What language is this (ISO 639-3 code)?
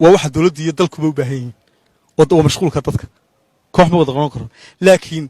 som